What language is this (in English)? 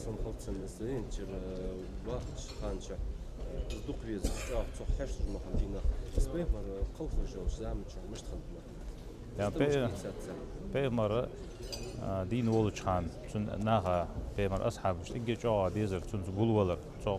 Ingush